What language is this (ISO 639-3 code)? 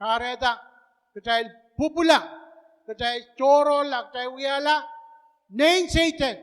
pon